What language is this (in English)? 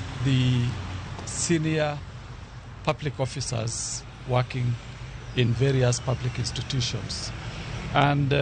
Luo (Kenya and Tanzania)